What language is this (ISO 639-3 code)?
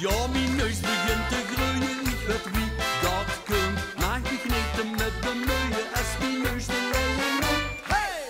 lim